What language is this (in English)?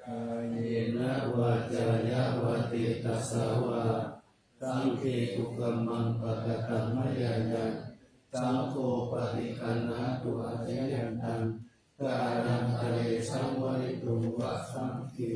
Pali